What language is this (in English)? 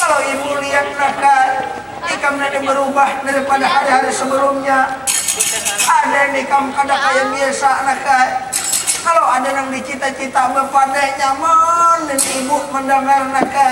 Banjar